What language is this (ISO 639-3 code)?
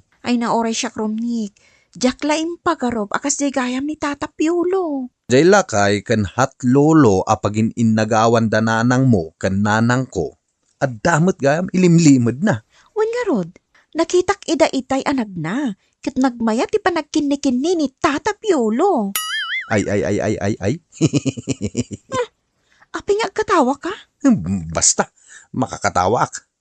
ilo